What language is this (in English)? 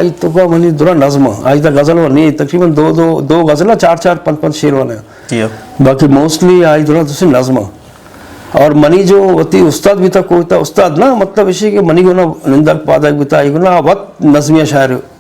Eastern Balochi